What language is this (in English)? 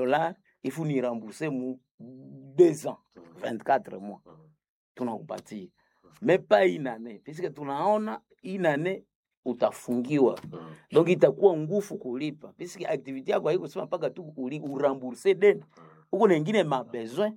Swahili